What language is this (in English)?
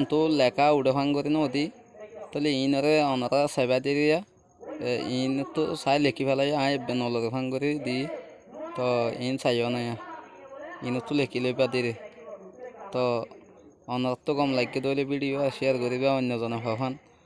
Rohingya